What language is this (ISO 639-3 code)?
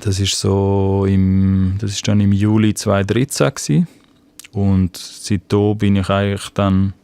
gsw